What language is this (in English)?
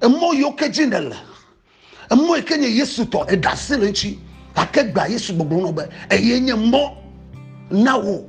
Ewe